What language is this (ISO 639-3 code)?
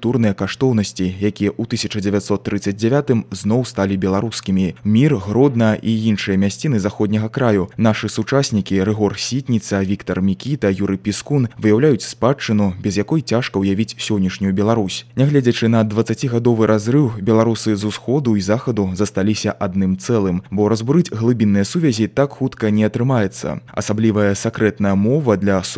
bel